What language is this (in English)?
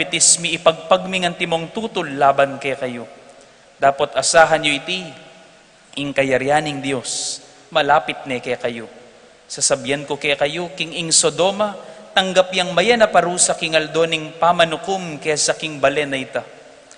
Pampanga